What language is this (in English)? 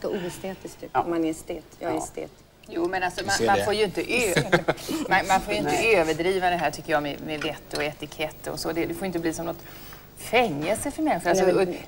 Swedish